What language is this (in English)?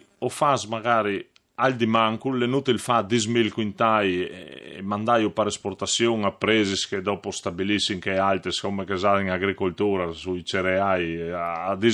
Friulian